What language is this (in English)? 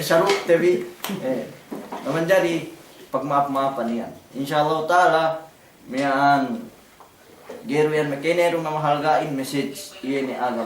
Yakan